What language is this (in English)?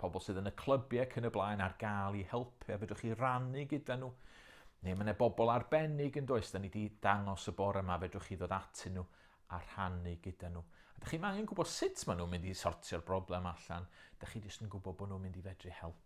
Welsh